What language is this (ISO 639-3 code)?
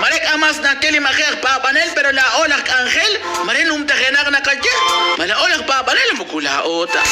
kek